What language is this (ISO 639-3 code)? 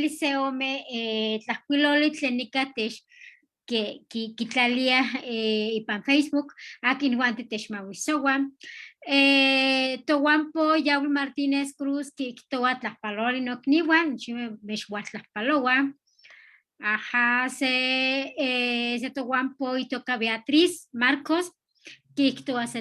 nhe